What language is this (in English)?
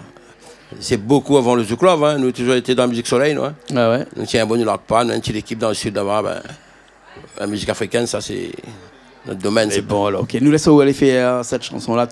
Réunion Creole French